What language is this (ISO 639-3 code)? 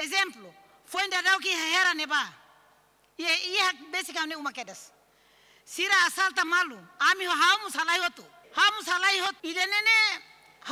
tet